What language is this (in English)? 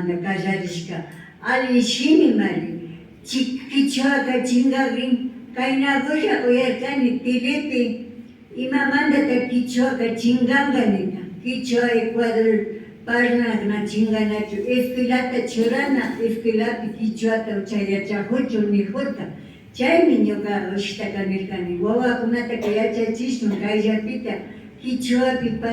Imbabura Highland Quichua